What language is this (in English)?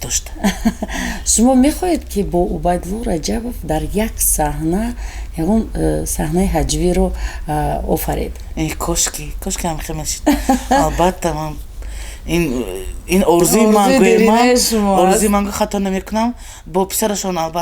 Tajik